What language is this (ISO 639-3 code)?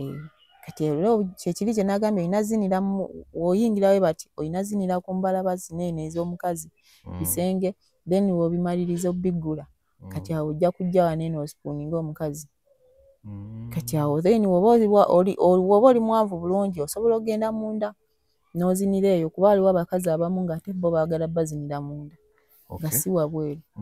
lug